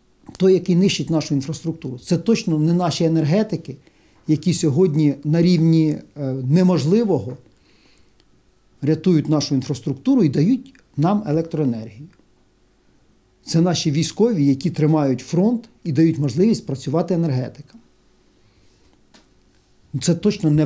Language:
Ukrainian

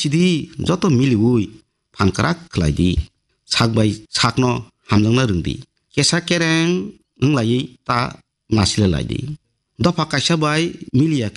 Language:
Kok Borok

